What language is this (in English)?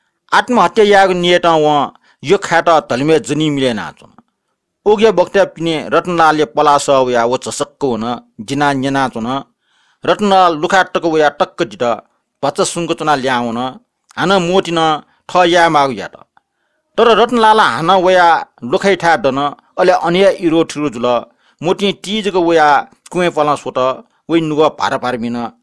Newari